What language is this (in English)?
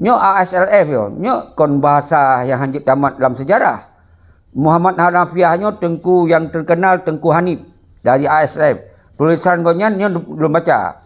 Achinese